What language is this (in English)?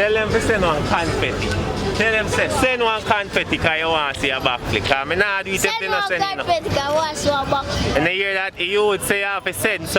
Jamaican Creole English